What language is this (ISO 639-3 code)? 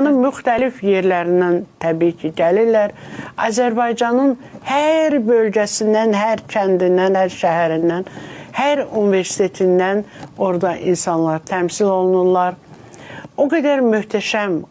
aze